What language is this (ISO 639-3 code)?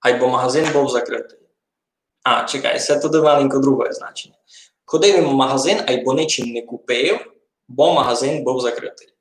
rue